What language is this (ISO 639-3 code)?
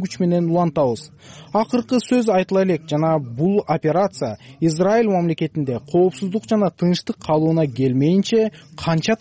kir